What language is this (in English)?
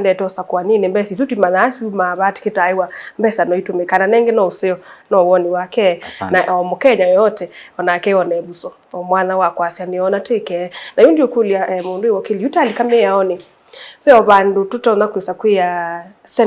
Kamba